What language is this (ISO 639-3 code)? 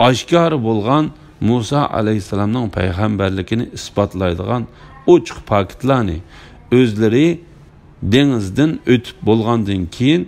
uig